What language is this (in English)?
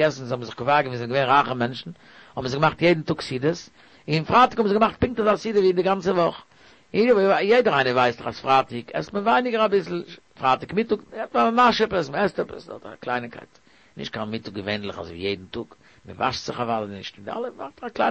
Yiddish